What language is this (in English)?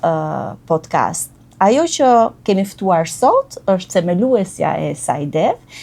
Albanian